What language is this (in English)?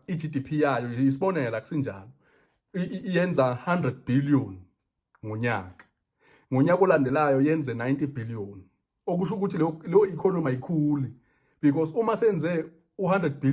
Zulu